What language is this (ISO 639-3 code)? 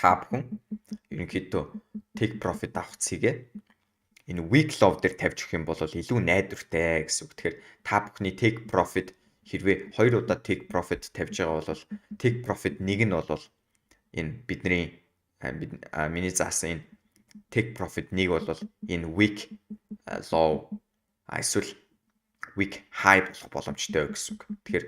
mon